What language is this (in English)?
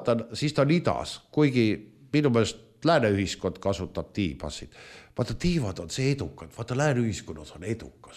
Estonian